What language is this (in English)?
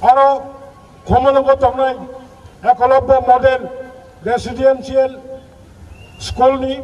Kok Borok